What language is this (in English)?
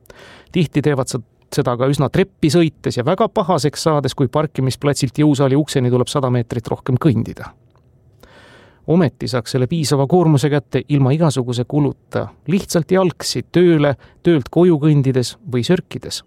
Estonian